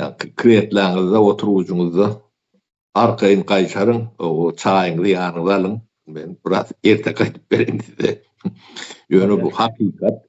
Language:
Turkmen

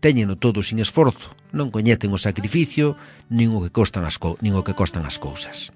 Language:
Galician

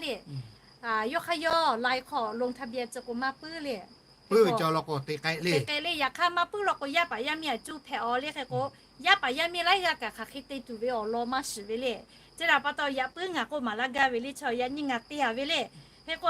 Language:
Lahu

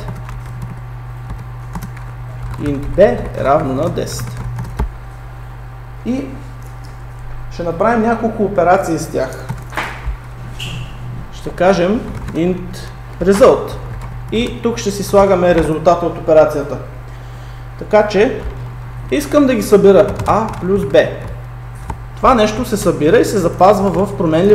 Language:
Bulgarian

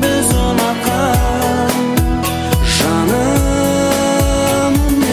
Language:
Kazakh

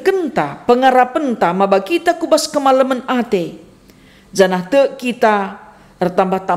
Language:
Batak Karo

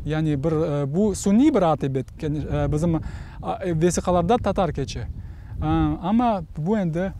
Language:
Crimean Tatar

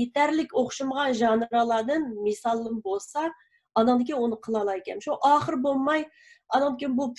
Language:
Uyghur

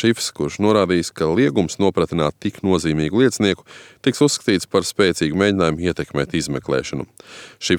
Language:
Latvian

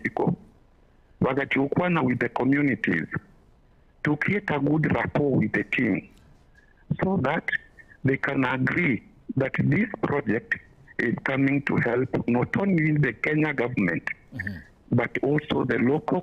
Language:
Gusii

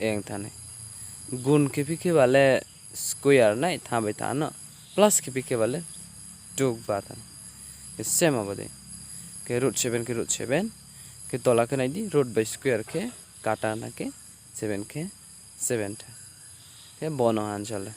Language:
Riang (India)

